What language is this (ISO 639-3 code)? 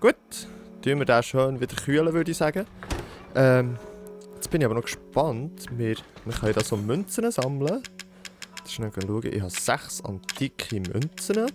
gsw